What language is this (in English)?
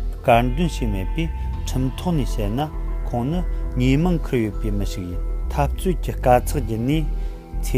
Tibetan